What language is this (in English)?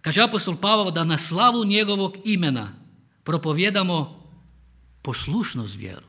Croatian